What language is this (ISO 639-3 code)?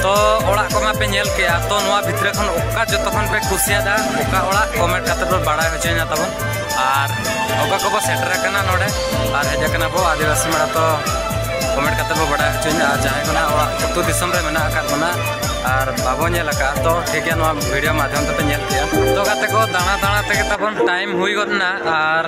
sat